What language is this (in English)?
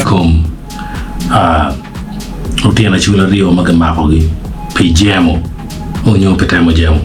Acoli